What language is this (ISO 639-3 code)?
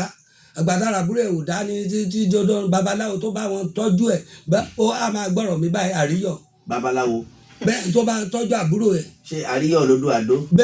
yor